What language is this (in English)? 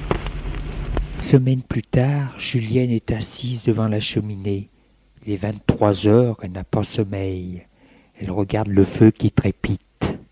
French